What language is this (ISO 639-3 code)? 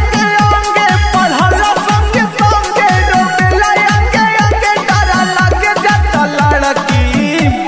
bho